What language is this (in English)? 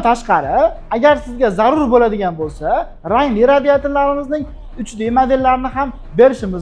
Uzbek